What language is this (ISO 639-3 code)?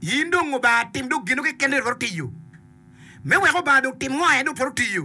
ach